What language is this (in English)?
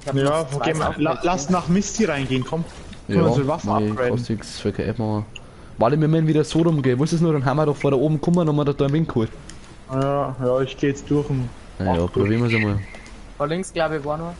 Bavarian